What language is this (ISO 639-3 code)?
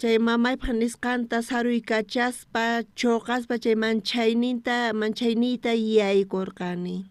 quh